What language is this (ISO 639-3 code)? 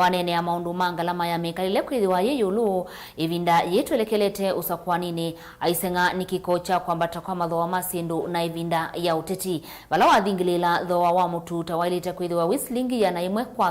kam